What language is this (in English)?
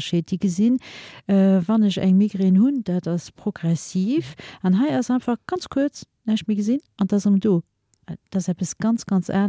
Luxembourgish